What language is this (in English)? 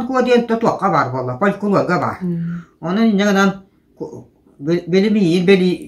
Yakut